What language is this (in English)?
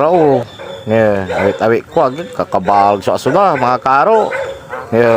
Pangasinan